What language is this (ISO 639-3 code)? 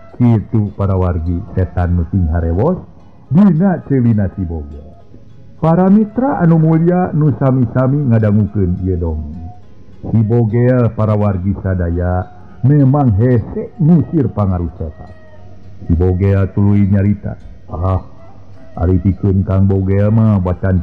sun